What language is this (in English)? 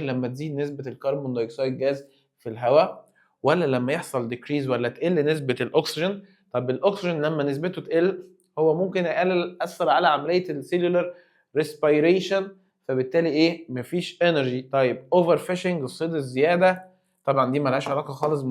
Egyptian Arabic